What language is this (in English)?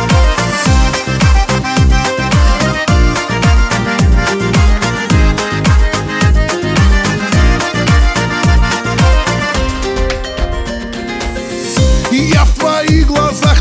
Russian